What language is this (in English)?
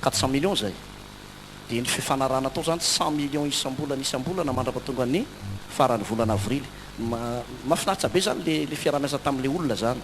Malagasy